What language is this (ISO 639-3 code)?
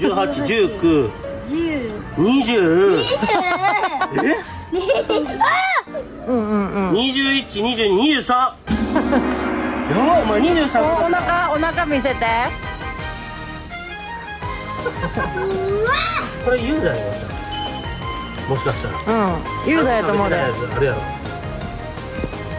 jpn